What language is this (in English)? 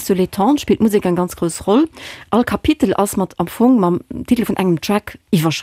Luxembourgish